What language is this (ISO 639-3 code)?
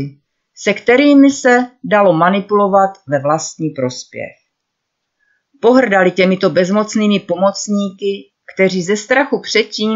ces